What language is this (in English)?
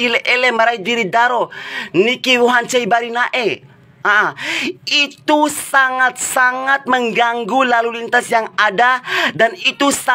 Bima